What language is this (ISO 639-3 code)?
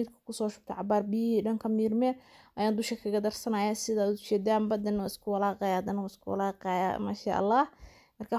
som